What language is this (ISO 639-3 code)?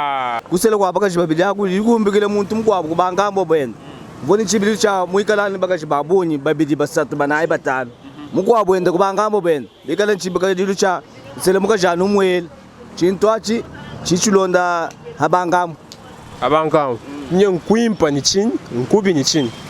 lua